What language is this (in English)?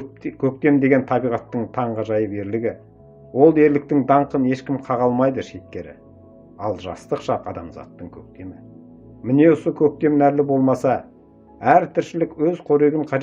Kazakh